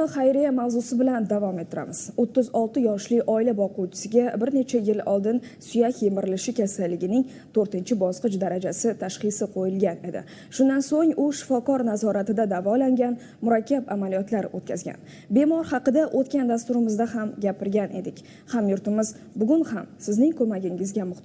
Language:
Uzbek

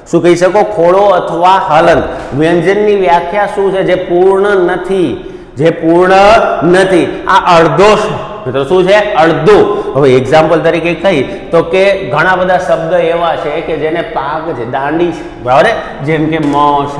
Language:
Gujarati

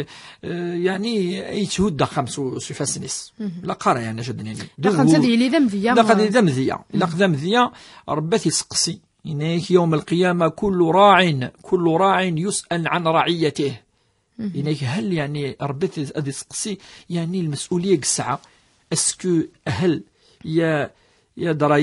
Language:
Kabyle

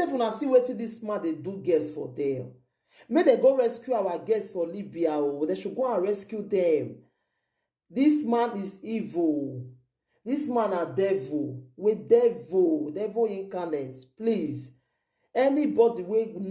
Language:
Nigerian Pidgin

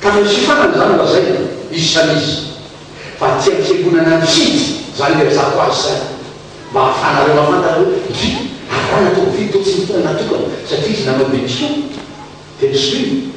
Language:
Malagasy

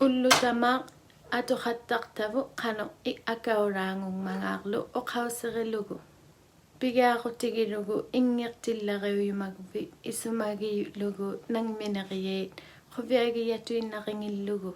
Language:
Inuktitut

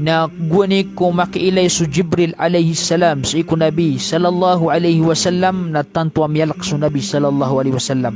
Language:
Maranao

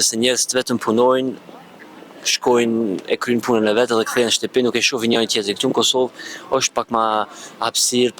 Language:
Albanian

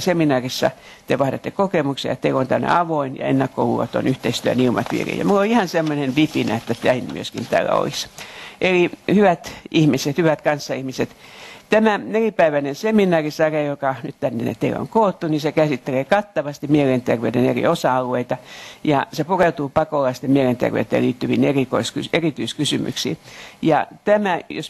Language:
Finnish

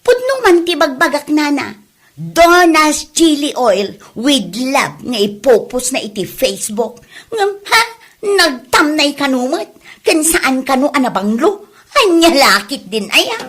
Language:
Iloko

